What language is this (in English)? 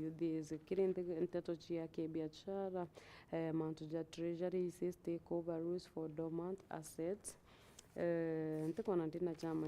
Meru